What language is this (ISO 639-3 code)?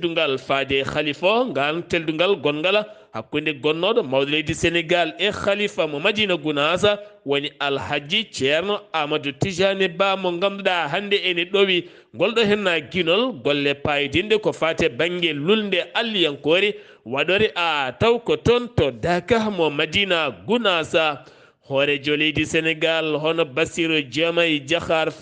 ful